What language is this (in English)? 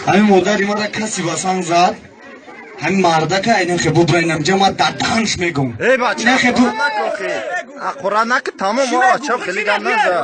Tajik